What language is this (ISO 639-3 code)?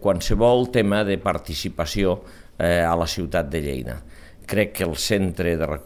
cat